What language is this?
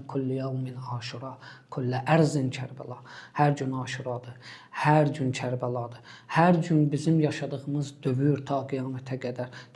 Azerbaijani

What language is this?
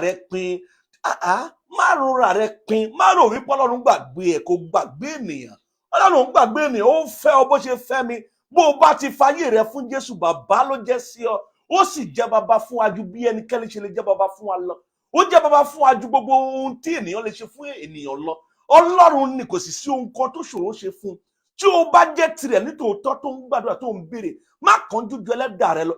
Yoruba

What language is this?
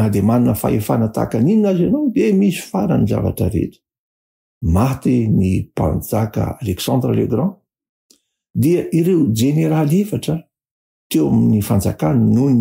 Malagasy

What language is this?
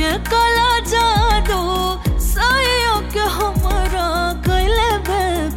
Bhojpuri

